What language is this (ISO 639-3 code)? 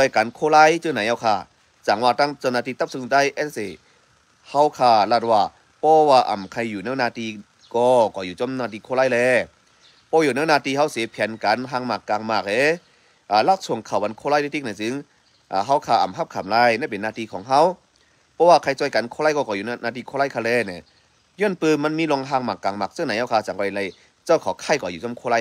shn